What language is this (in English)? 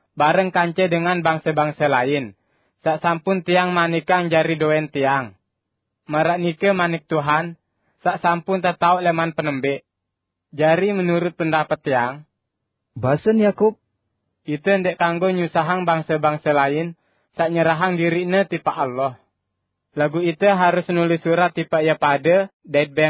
Sasak